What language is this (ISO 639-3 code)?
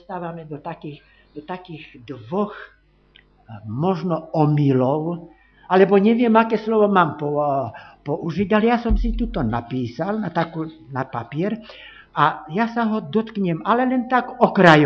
slk